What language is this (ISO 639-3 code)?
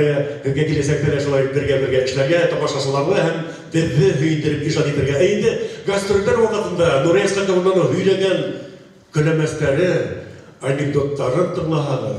bak